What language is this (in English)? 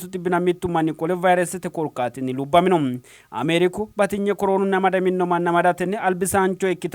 Sidamo